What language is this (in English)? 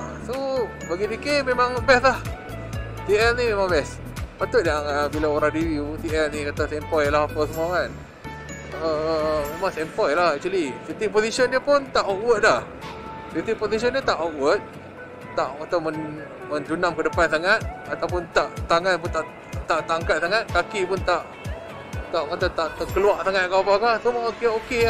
Malay